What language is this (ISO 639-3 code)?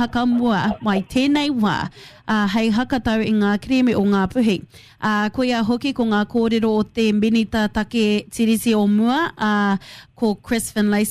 mri